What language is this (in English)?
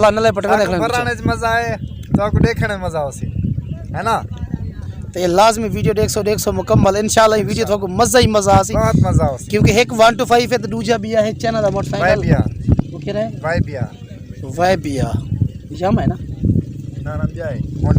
Saraiki